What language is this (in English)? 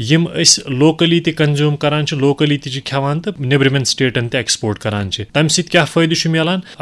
Kashmiri